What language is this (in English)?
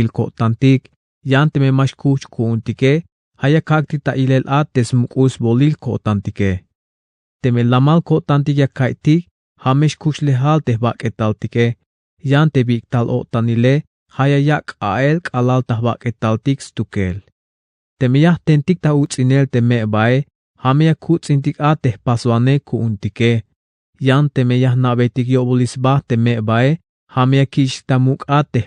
Tzeltal